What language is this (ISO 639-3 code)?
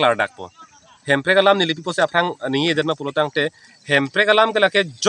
mjw